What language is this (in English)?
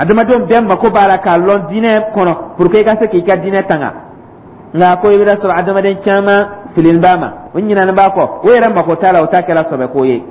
Dyula